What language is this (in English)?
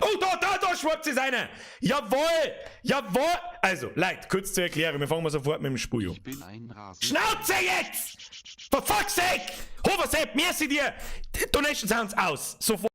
Bavarian